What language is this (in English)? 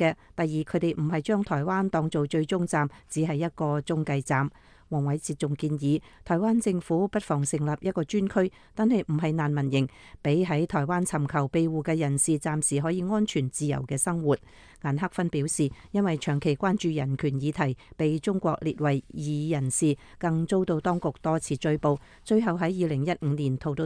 Cantonese